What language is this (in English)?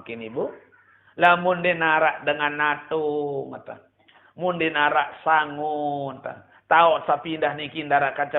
Sasak